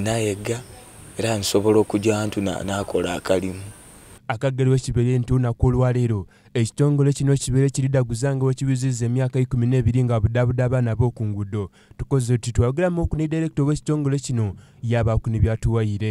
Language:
Soga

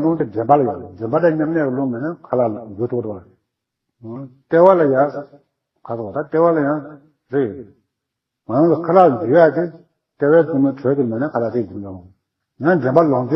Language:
Tibetan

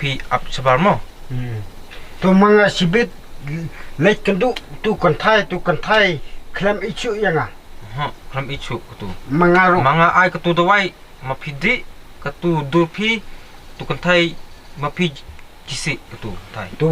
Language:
Khasi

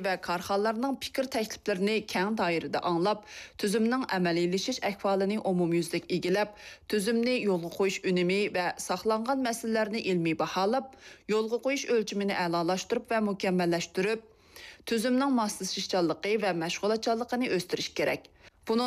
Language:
Uyghur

